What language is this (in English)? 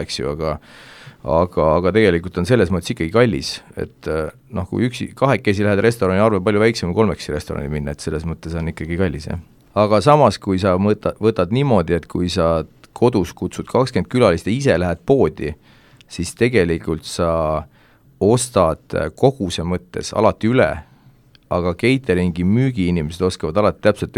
Estonian